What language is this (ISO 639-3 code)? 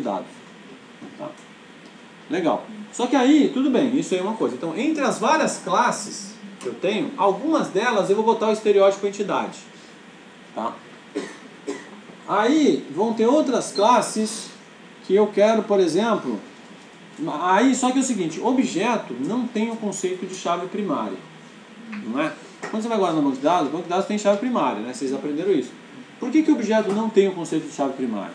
por